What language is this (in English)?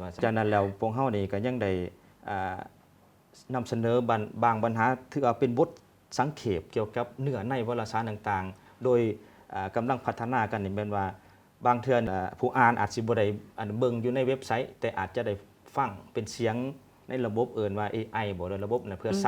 Lao